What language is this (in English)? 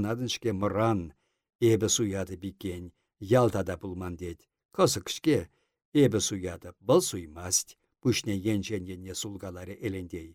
Chuvash